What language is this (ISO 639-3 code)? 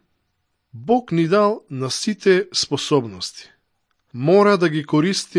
mkd